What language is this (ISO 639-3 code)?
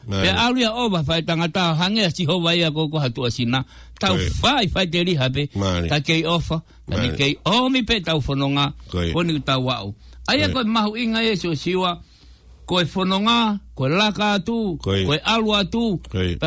ton